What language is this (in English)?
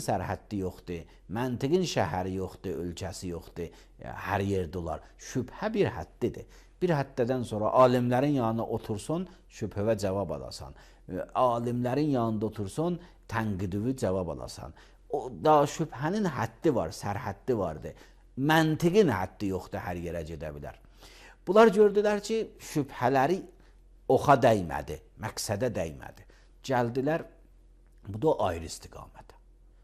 Azerbaijani